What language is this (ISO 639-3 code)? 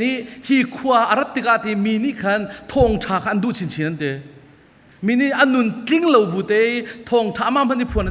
cfm